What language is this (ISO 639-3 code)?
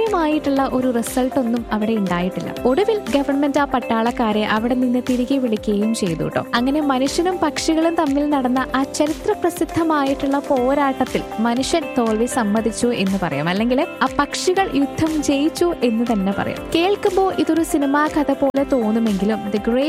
mal